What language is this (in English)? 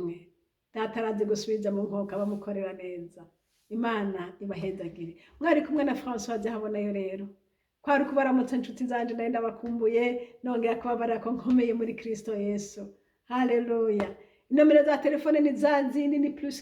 Rundi